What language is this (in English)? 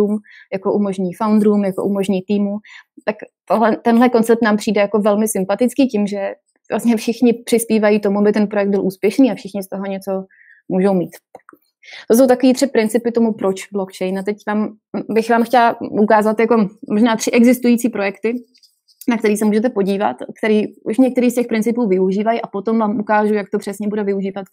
Czech